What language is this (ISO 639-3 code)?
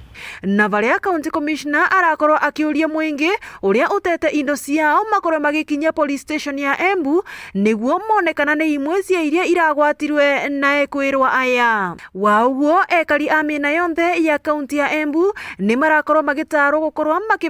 mer